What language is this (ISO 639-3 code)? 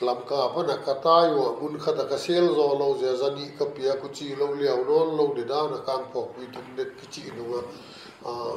pck